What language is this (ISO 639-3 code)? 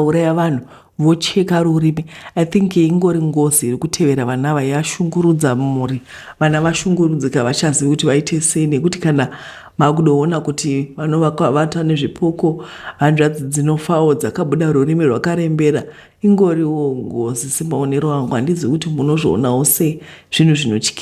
sna